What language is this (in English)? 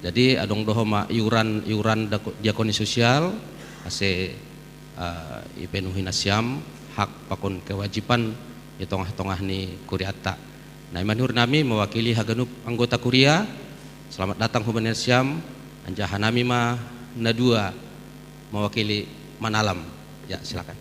Batak Simalungun